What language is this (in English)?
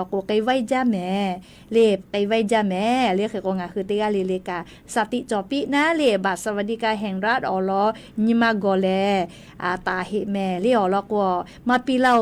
Lahu